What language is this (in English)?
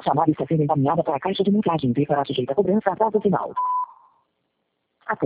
Portuguese